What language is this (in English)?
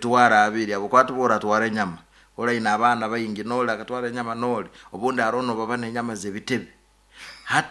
Nyoro